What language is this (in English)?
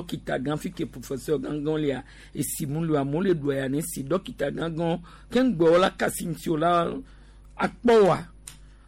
Gen